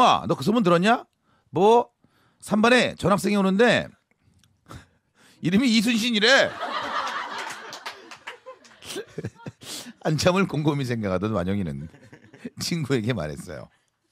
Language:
Korean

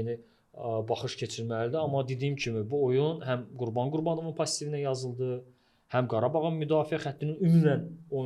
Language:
Azerbaijani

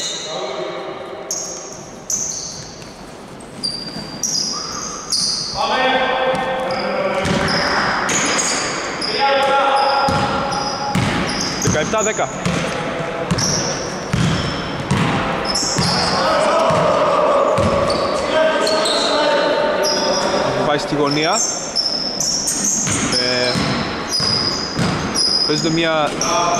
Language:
Greek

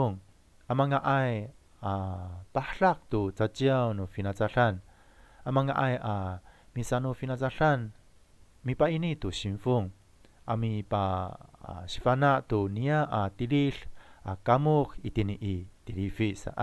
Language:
Amis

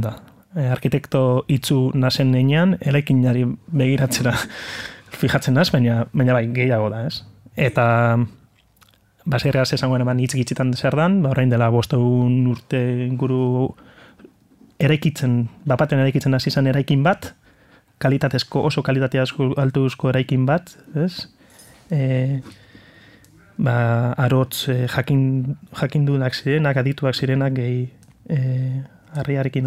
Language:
Basque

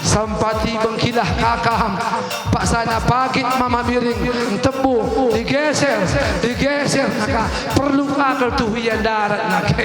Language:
Batak Karo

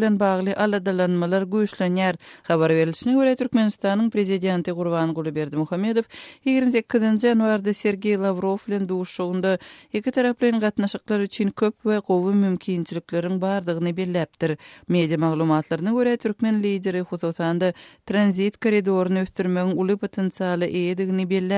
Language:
Turkmen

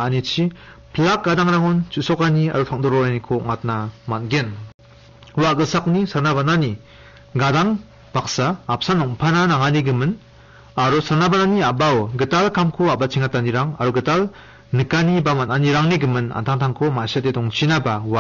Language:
Garo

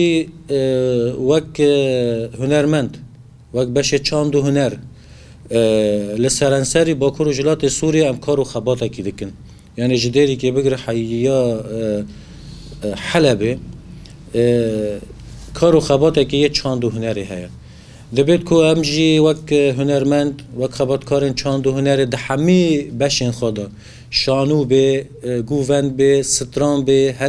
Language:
Kurdish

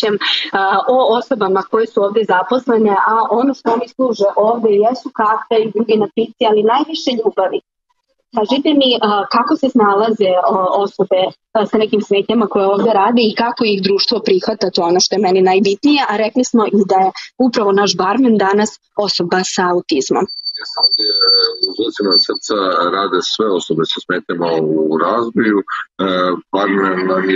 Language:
Serbian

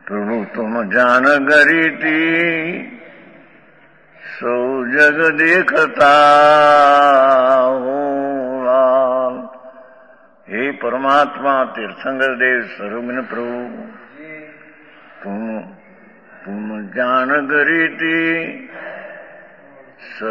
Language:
Gujarati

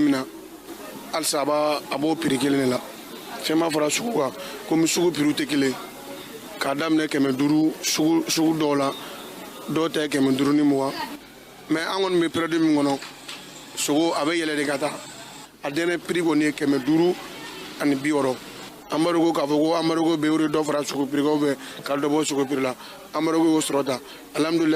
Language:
Bambara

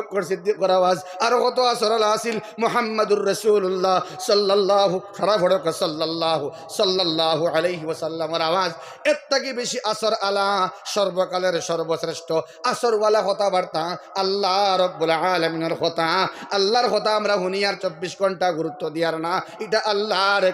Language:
Sylheti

